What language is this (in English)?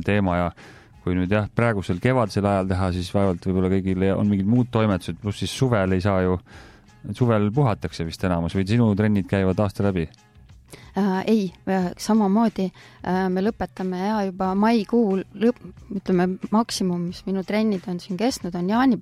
Estonian